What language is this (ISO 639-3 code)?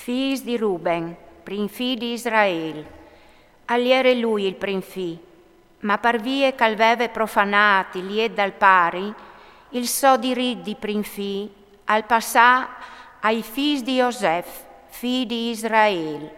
fur